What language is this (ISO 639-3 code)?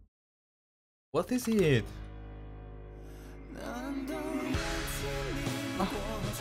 tur